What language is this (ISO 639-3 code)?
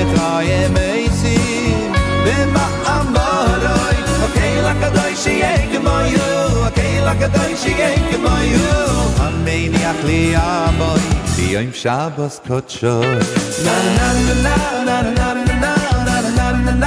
heb